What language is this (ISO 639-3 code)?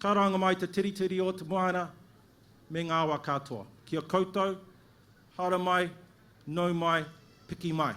mri